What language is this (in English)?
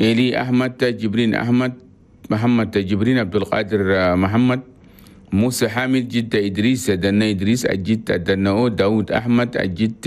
Chadian Arabic